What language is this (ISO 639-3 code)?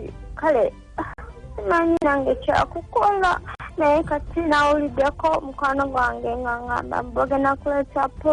lug